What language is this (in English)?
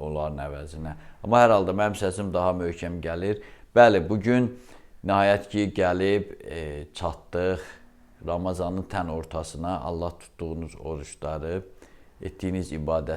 Azerbaijani